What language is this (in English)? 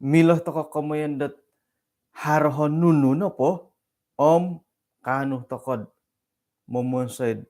Central Dusun